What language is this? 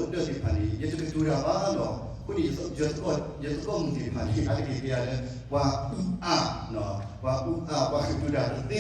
S'gaw Karen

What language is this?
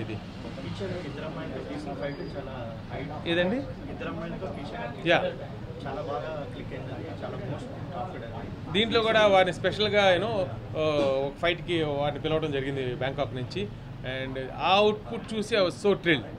Telugu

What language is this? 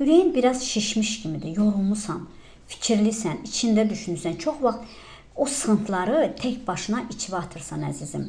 Azerbaijani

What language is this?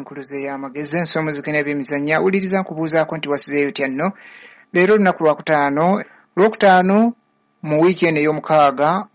Ganda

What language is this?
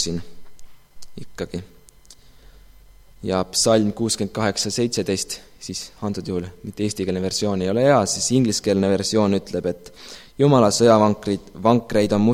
Estonian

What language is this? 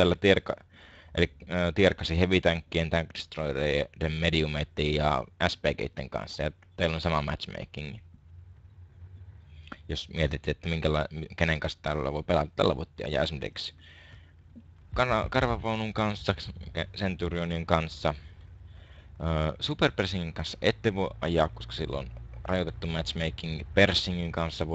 Finnish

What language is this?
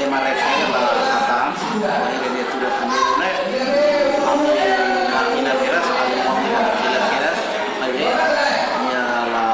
Tetum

